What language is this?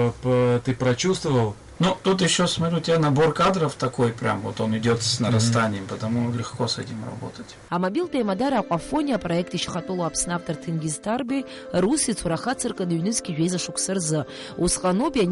Abkhazian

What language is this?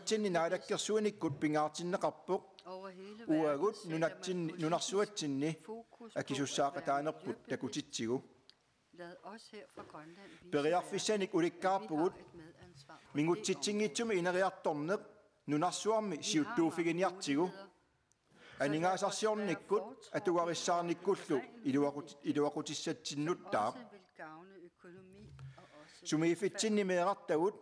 Kalaallisut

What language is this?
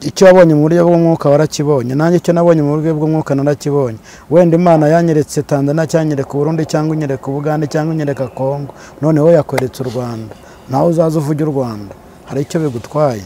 Kinyarwanda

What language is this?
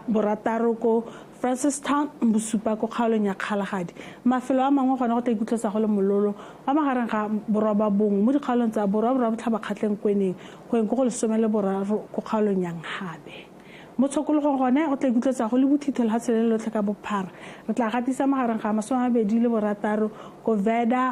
Tswana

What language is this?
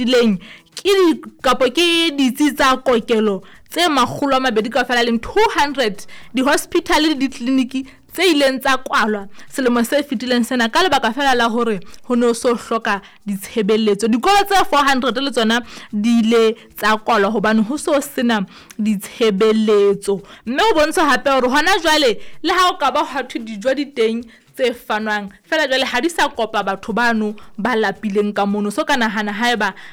Southern Sotho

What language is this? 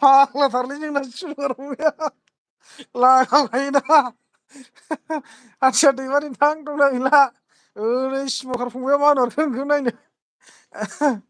Bodo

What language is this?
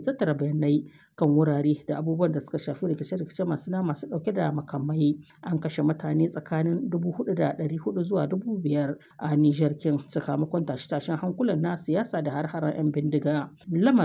Hausa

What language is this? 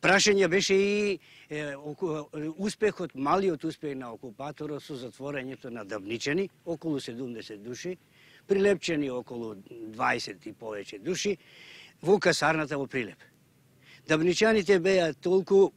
Macedonian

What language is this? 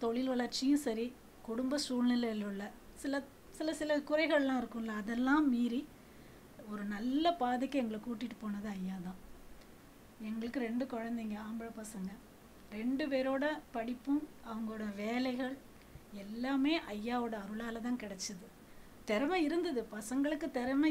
Tamil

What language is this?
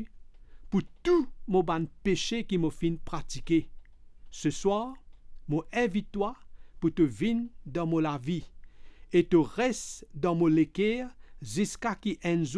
Morisyen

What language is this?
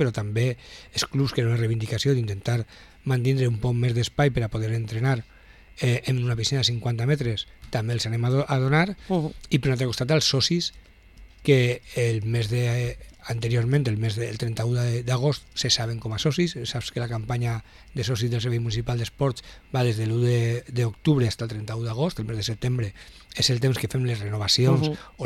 Catalan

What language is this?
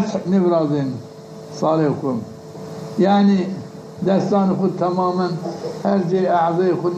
Zaza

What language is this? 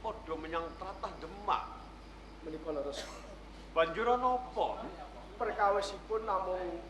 Javanese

